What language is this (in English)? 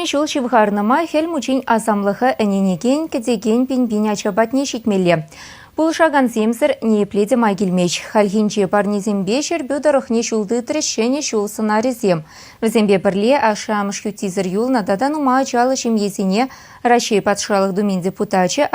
Chuvash